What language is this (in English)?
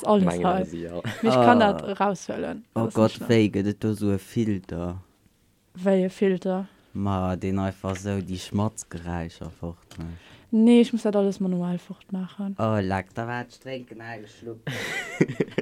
Luxembourgish